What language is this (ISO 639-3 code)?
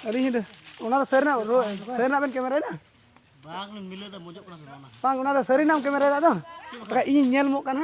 sat